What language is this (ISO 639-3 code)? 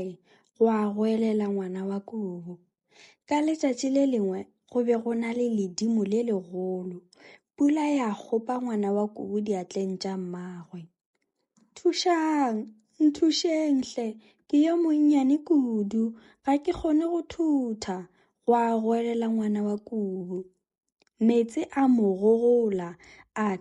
nso